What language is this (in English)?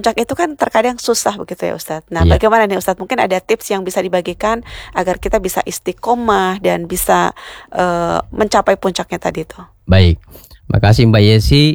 Indonesian